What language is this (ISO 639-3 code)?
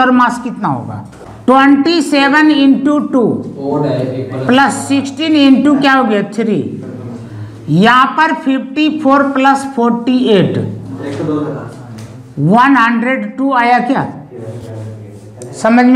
hin